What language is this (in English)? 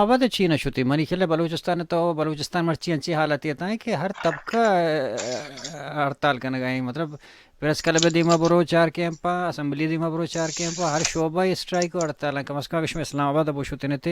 Baluchi